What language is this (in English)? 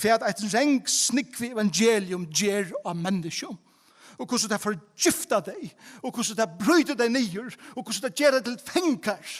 Faroese